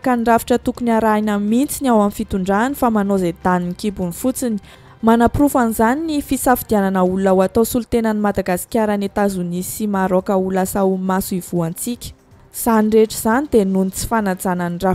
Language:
Malagasy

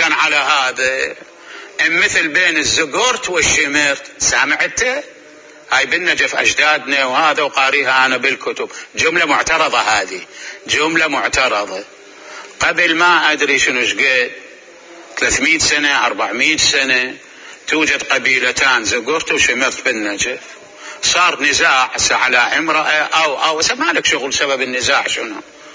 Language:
Mesopotamian Arabic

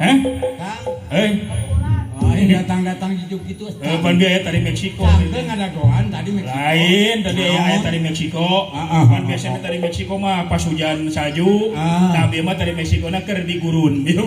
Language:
Sundanese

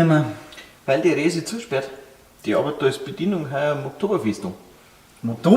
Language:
Bavarian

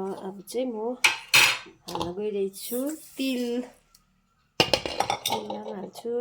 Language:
Nepali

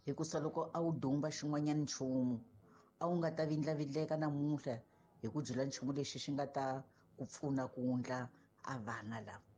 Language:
Tsonga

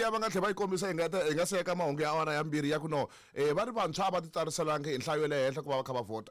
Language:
Tsonga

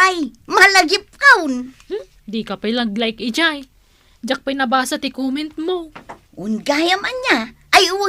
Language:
Iloko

